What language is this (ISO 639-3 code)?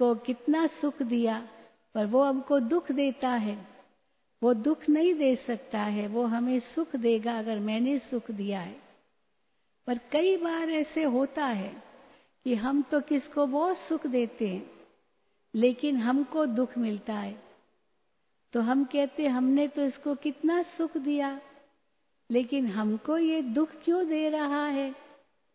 hin